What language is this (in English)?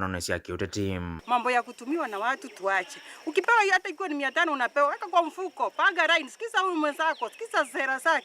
Kamba